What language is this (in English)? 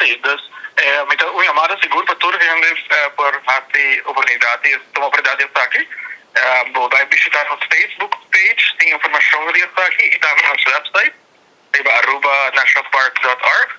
Papiamento